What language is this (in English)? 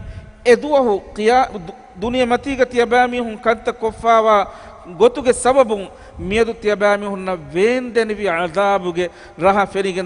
Divehi